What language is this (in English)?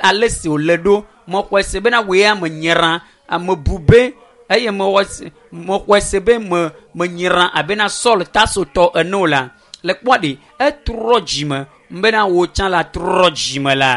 Ewe